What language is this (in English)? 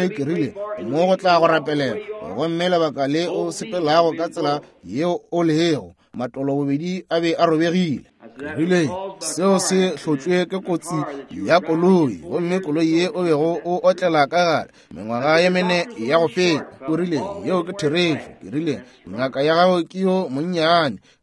Northern Sotho